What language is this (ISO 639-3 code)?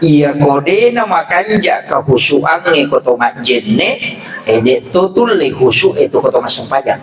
bug